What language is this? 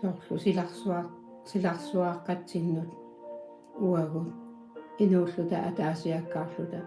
Kalaallisut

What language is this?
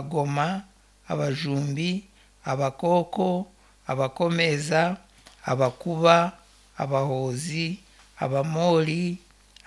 Nyankole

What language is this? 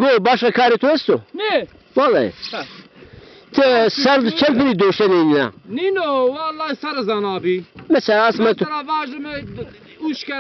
Zaza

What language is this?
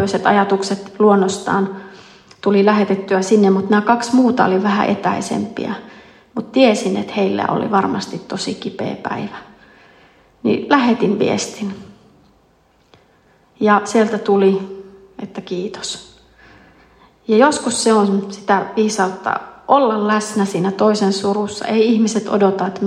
Finnish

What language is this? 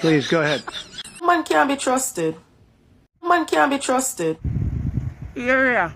Jamaican Creole English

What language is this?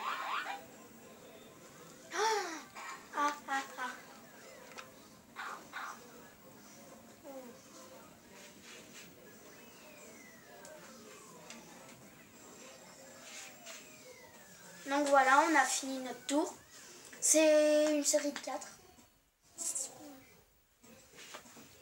French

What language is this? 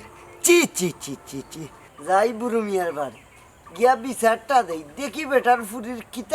Sylheti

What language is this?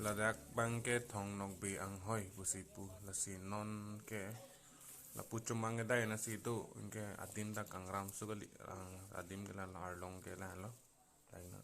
Karbi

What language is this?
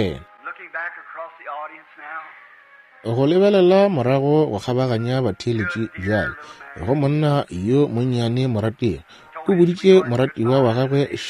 Northern Sotho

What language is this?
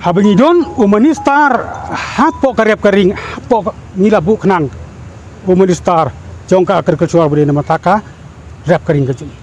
Khasi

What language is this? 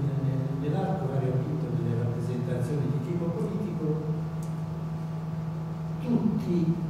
Italian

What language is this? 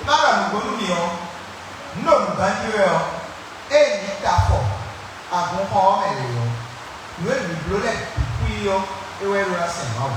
Fon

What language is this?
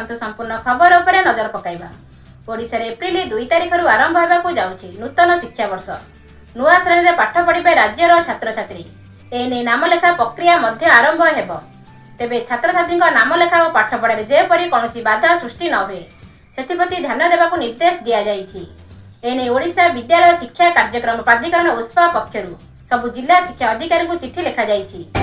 Odia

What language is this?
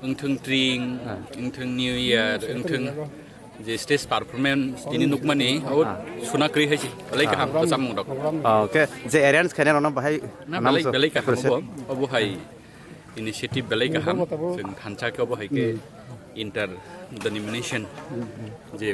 Kok Borok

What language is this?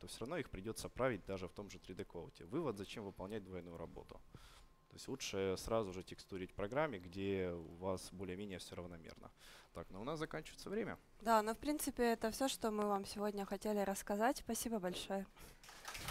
Russian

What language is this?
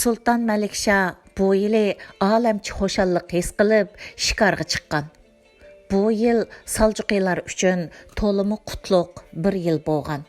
Uyghur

